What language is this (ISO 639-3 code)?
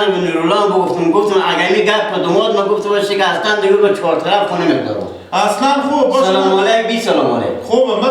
fas